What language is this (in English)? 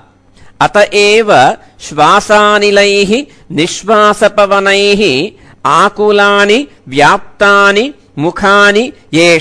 Sanskrit